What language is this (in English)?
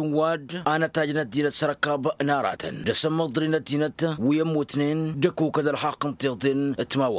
Tamasheq